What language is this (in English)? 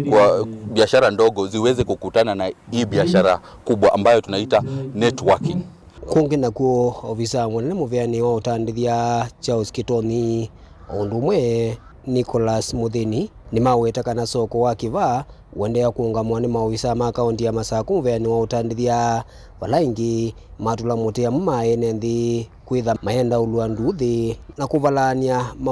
Kamba